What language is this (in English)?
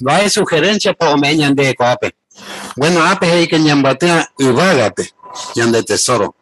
Guarani